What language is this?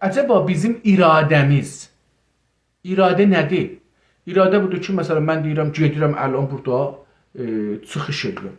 South Azerbaijani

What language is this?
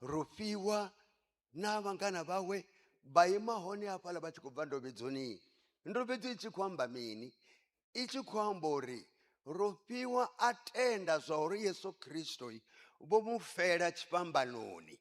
Venda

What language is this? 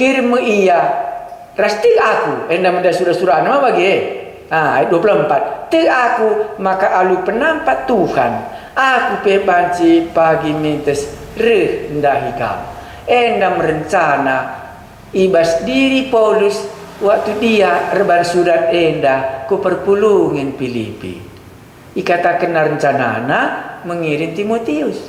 Batak Karo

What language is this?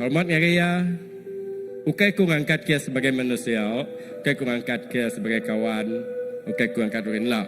Iban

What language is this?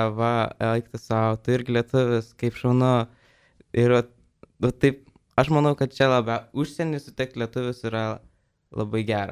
Lithuanian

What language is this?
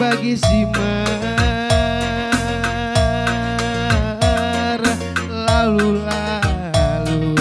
Batak Karo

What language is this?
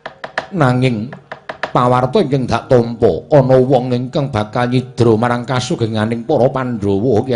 Javanese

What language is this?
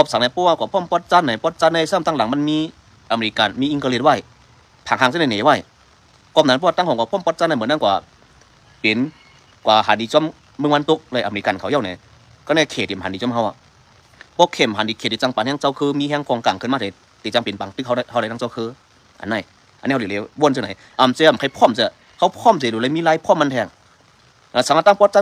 Shan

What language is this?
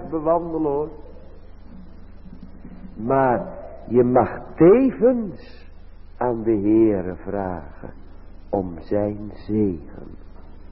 Dutch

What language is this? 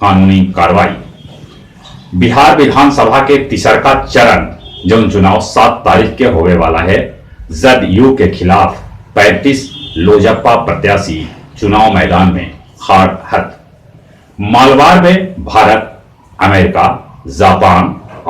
Magahi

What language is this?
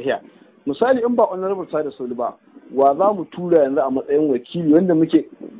Hausa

